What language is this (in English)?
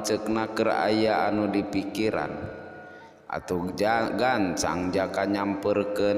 Sundanese